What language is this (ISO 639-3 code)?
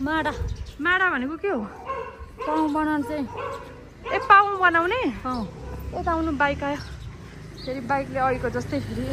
nep